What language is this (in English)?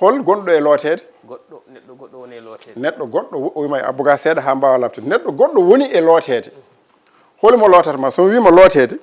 Fula